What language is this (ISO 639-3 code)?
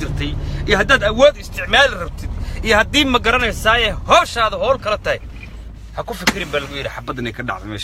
som